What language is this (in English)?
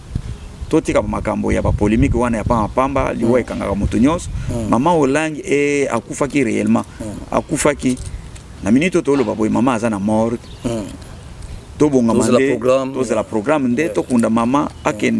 Lingala